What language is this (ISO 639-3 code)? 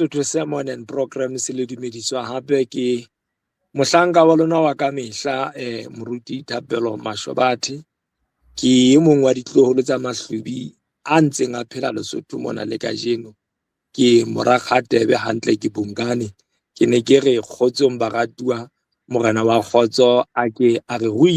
sot